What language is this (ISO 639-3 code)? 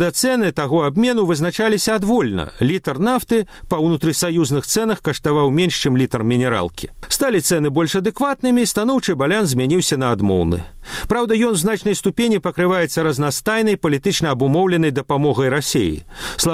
bel